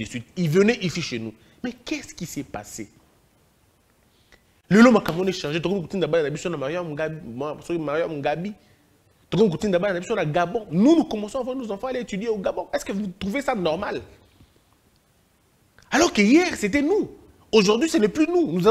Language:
French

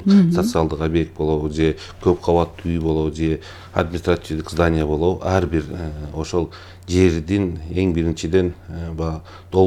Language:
Kyrgyz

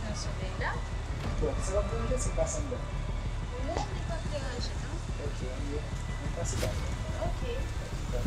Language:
Haitian Creole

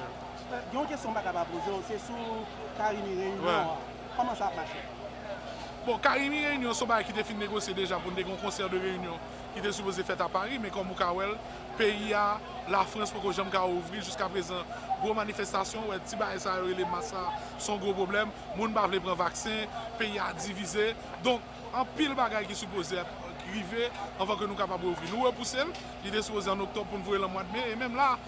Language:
Haitian Creole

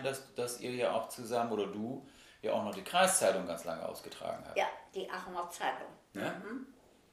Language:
German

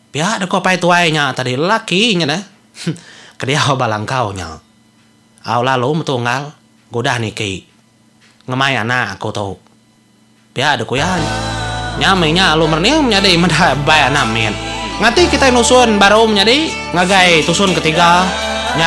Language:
Iban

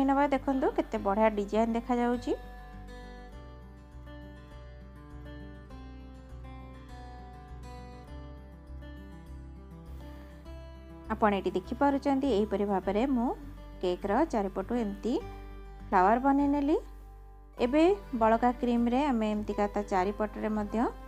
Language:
Odia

